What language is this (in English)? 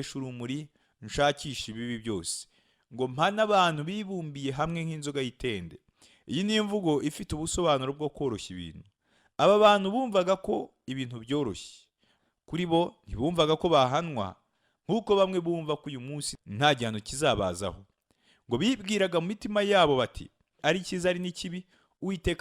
Kinyarwanda